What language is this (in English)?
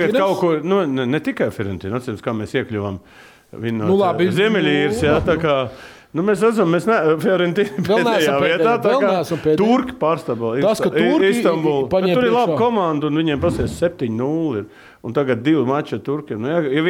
Latvian